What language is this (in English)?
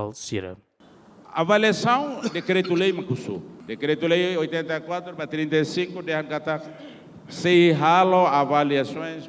Tetum